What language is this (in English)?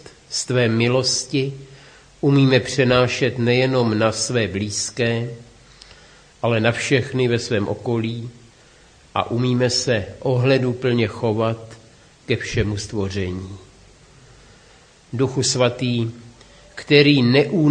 Czech